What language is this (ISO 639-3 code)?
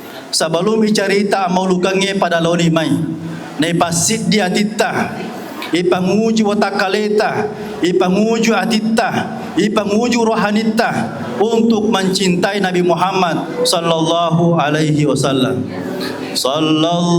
bug